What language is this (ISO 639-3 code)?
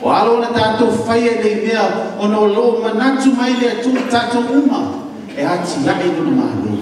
smo